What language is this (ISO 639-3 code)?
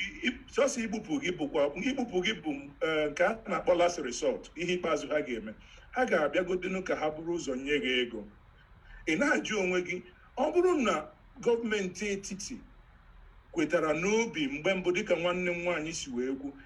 ibo